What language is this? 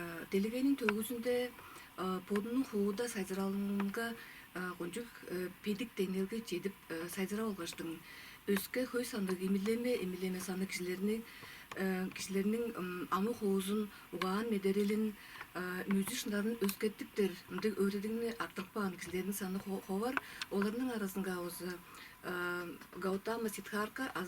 Tuvinian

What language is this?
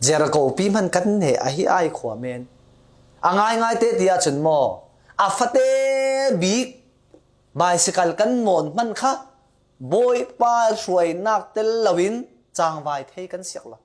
Falam Chin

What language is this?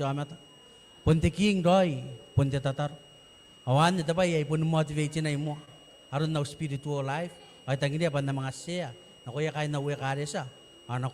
Gilbertese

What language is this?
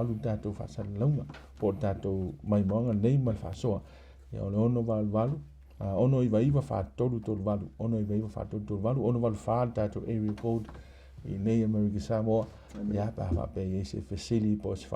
Samoan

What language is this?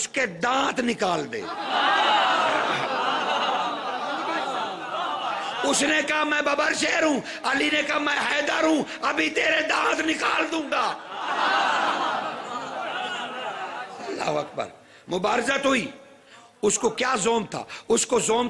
Urdu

